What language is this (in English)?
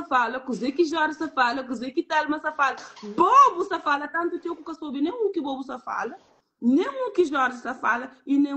Kabuverdianu